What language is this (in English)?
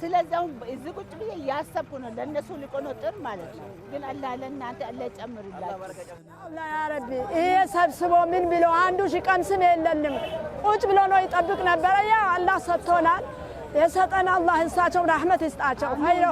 Amharic